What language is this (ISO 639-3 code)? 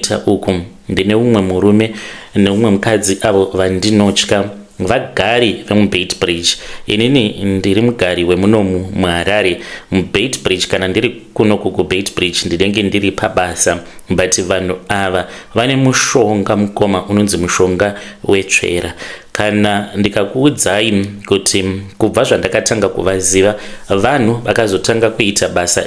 sna